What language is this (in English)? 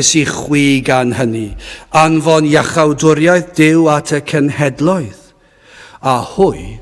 Welsh